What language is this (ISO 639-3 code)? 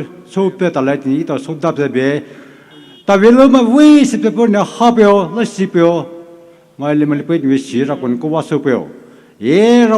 pmx